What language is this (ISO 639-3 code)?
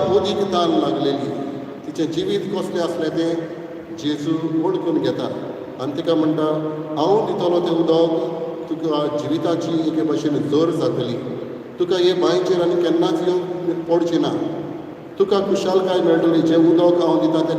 kok